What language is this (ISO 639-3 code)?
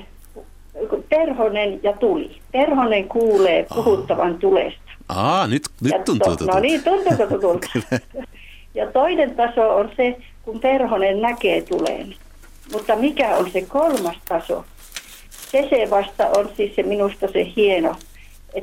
fin